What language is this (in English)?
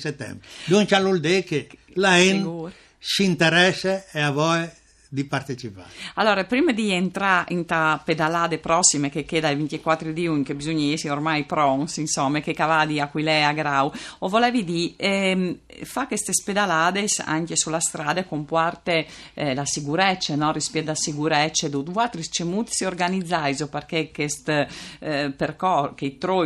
Friulian